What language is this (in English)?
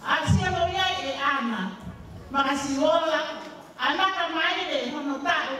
Tongan